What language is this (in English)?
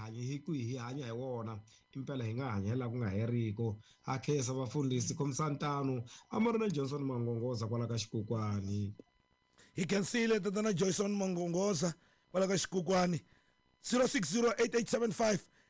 Tsonga